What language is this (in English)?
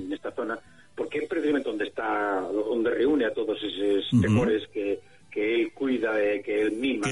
Galician